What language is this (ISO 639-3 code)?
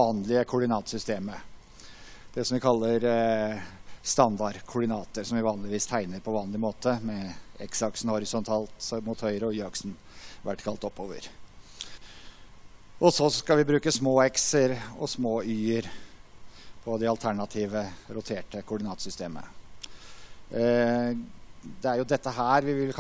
nor